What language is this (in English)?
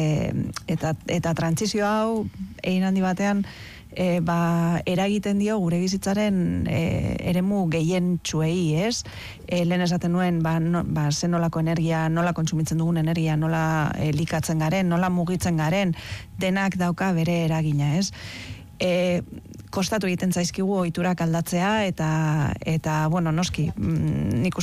Basque